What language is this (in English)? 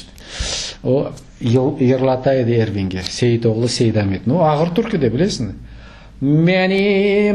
Crimean Tatar